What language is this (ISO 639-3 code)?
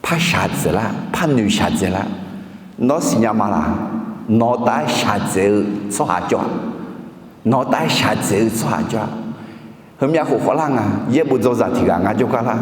ahk